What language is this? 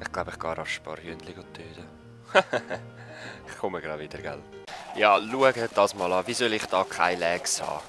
Swiss German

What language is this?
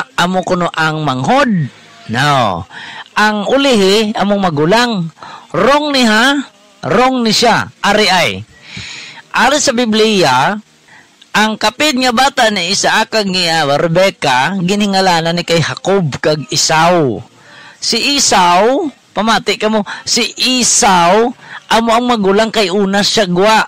Hiligaynon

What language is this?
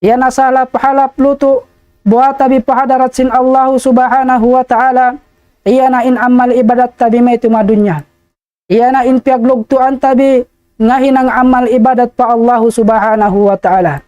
Tausug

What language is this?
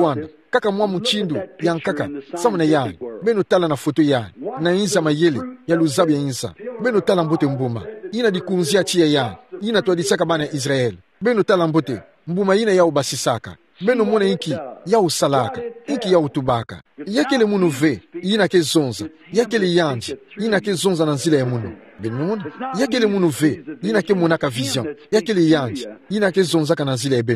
Kituba (Democratic Republic of Congo)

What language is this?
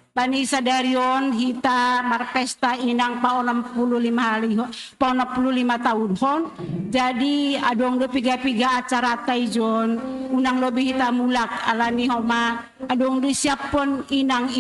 Batak Simalungun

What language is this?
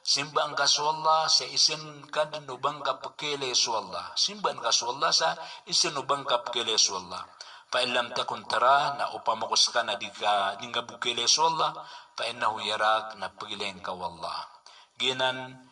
Maranao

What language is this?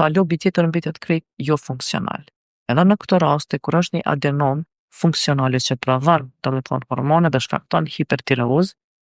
Albanian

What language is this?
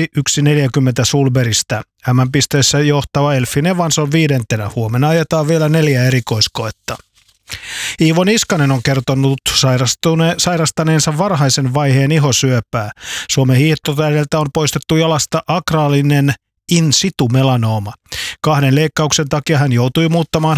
Finnish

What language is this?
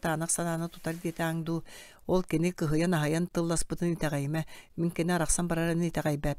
Yakut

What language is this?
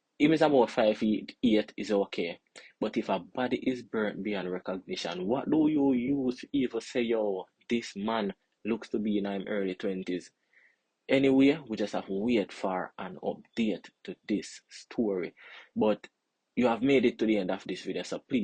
Jamaican Creole English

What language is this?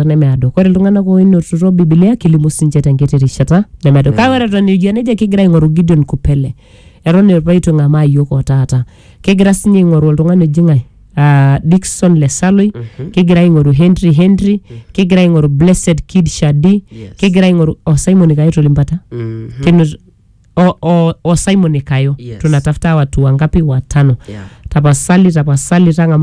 Masai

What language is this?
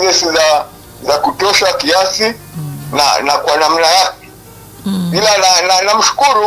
Swahili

